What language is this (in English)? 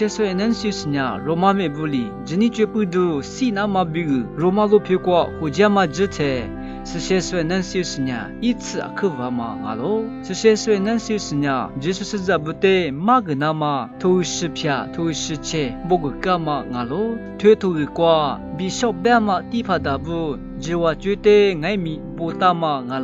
Lisu